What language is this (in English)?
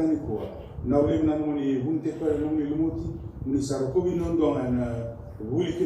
Fijian